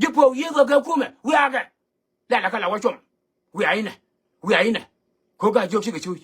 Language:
Nuer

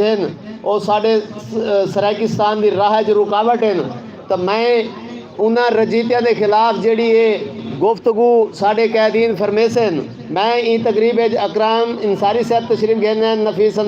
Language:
Saraiki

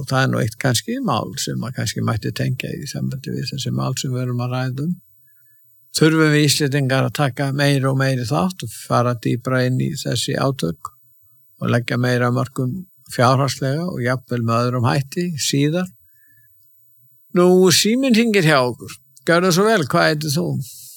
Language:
Icelandic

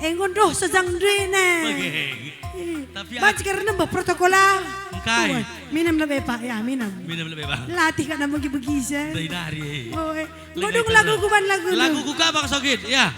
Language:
Batak Karo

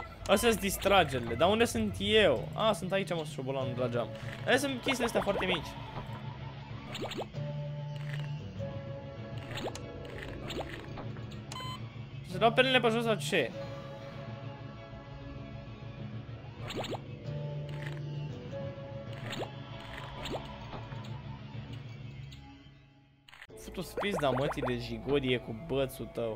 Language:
Romanian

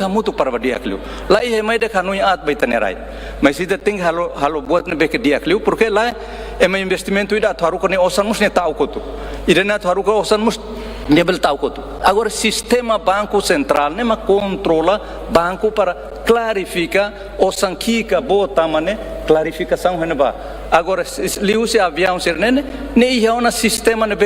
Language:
Tetum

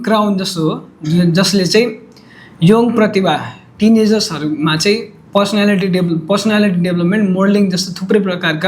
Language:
Nepali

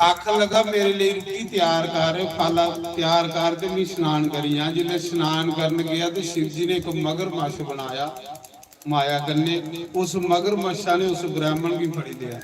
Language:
Dogri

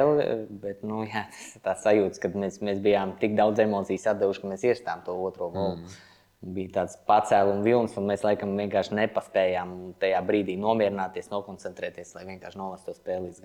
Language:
Latvian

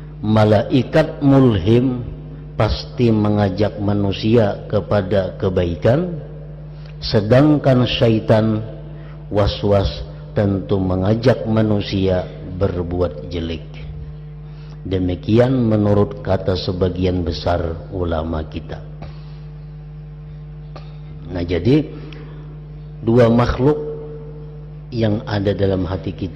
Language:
Indonesian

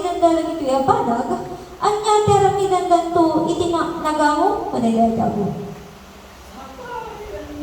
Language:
Iloko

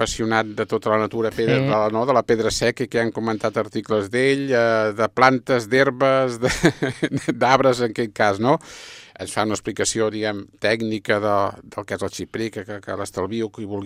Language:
Catalan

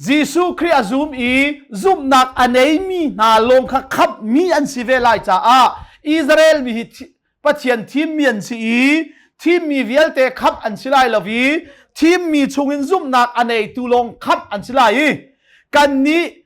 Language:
Hakha Chin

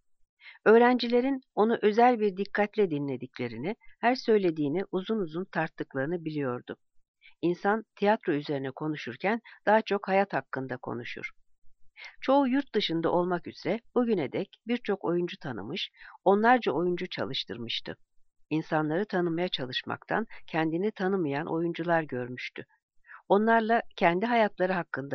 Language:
Turkish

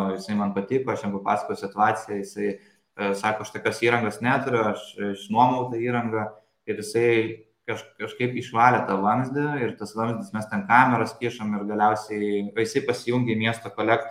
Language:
Lithuanian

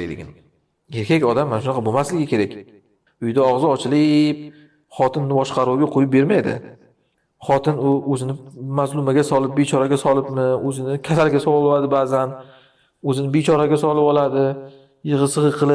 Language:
Uzbek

